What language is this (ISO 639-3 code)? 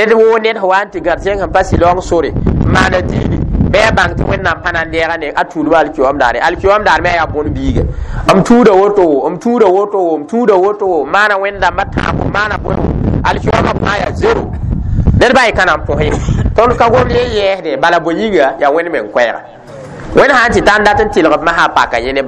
mos